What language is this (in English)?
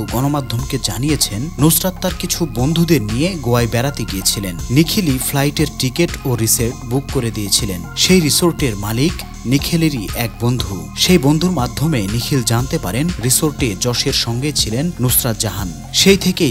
Bangla